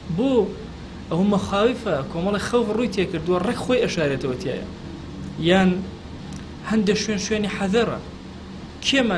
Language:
Central Kurdish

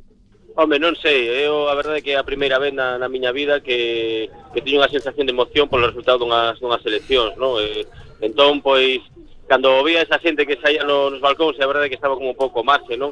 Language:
Galician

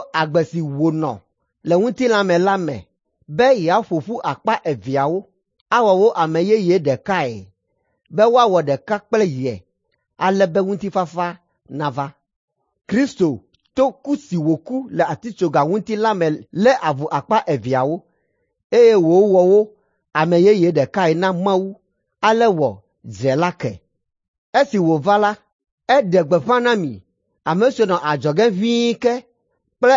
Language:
Ewe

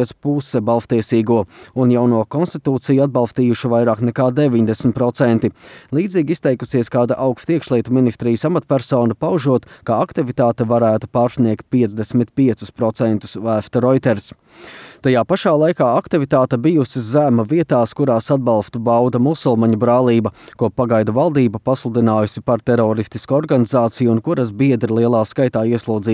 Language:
Latvian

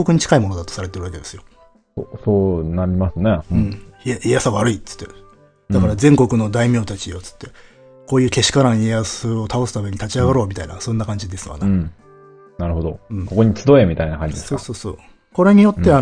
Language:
Japanese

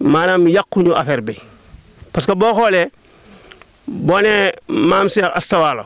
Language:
Wolof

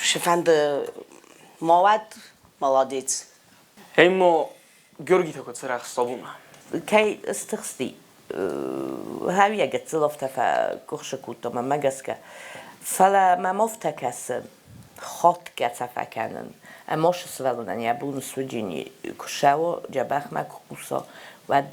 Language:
Ossetic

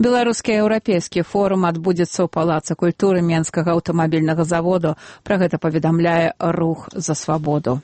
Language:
Belarusian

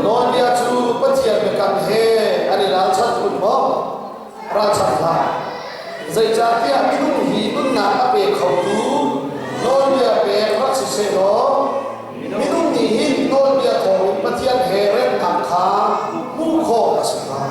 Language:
Hakha Chin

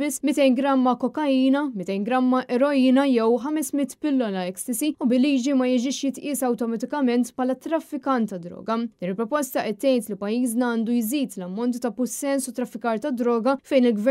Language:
Maltese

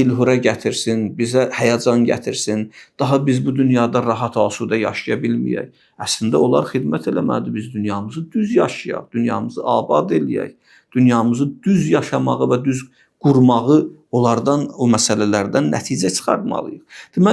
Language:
Azerbaijani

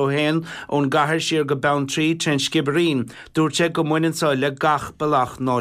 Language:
Irish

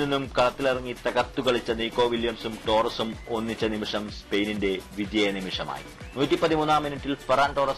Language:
Malayalam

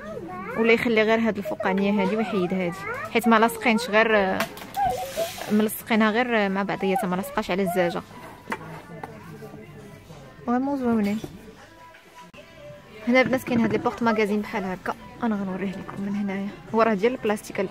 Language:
Moroccan Arabic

